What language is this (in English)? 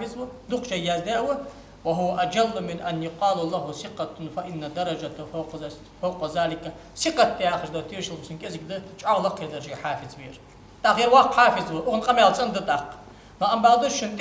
Ingush